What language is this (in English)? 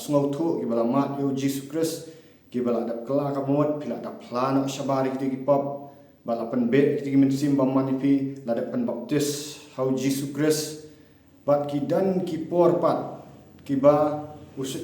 Khasi